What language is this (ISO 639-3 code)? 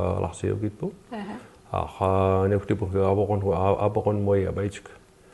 mic